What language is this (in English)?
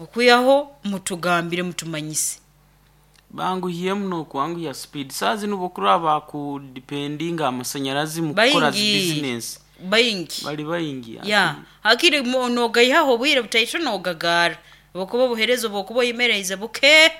Nyankole